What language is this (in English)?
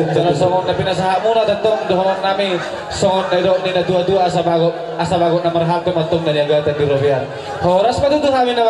Batak Toba